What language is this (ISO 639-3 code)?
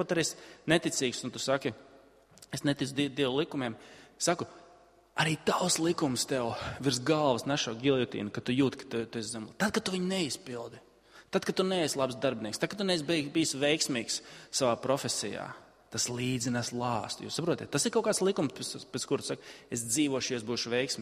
lav